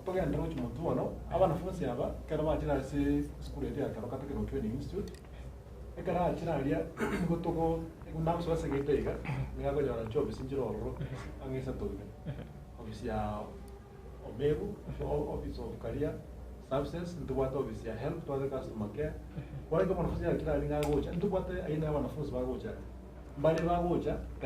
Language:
Gusii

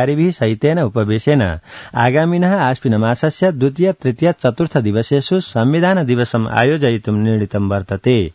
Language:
Sanskrit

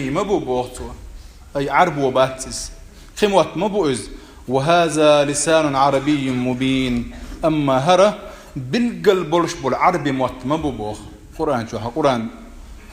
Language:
Chechen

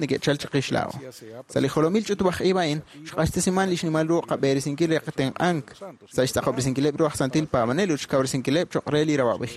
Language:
Kekchí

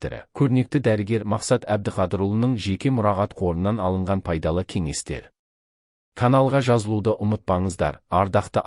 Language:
Kazakh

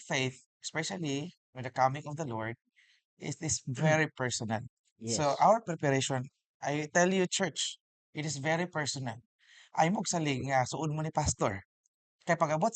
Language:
Cebuano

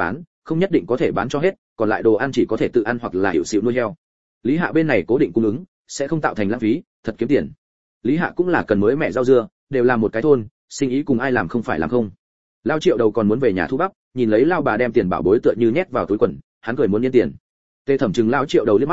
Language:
Vietnamese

